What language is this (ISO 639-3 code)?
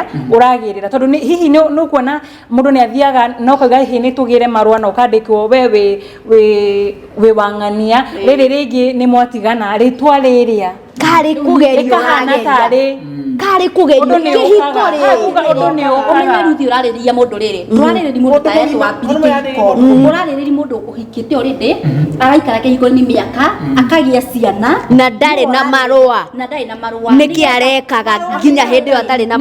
kik